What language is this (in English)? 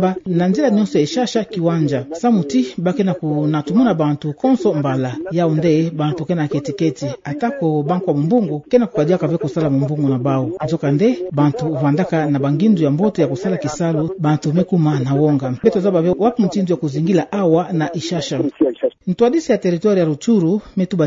Kituba (Democratic Republic of Congo)